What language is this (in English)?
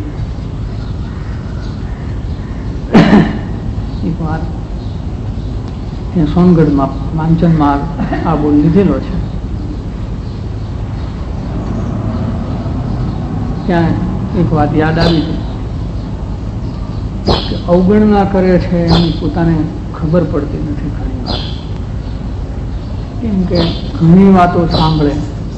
Gujarati